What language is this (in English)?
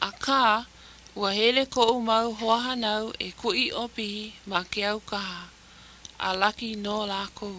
Hawaiian